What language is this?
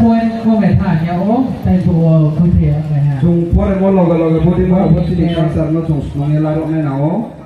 Riang (India)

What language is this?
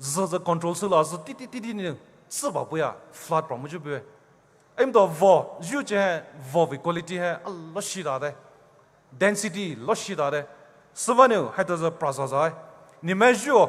Poumei Naga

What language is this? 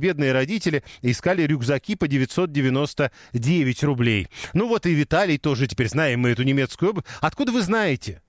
Russian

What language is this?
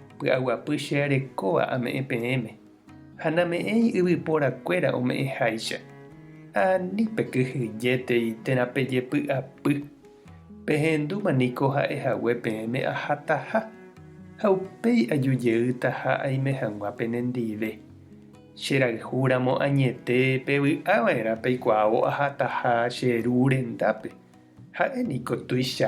Guarani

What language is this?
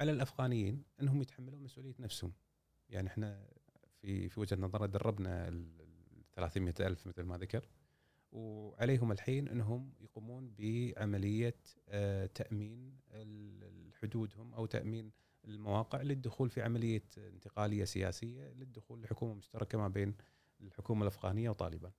Gulf Arabic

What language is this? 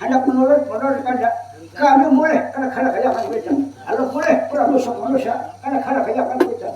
Banjar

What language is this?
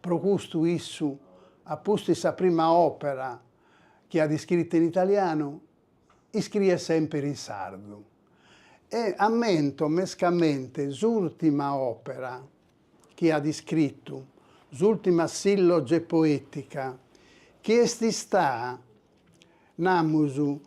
Sardinian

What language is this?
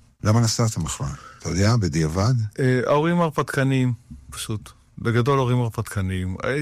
Hebrew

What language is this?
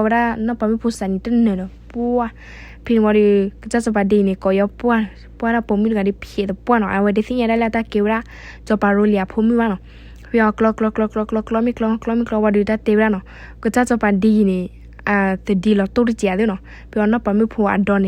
S'gaw Karen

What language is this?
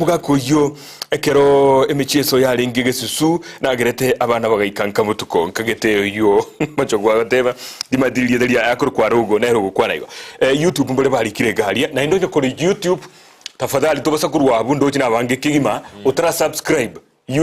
Gusii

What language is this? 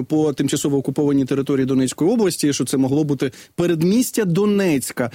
Ukrainian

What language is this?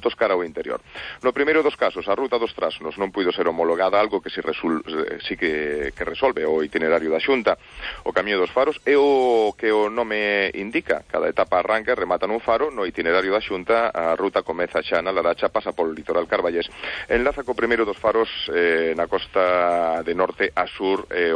Galician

